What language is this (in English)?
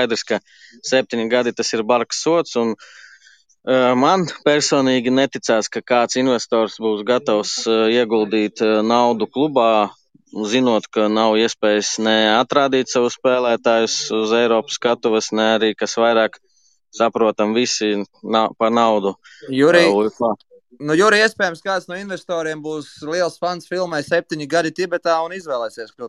Latvian